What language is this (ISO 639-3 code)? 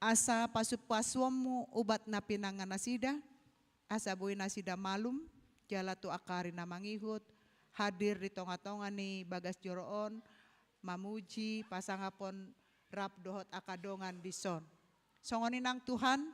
bbc